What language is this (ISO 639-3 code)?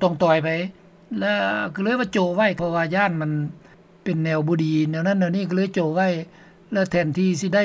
lao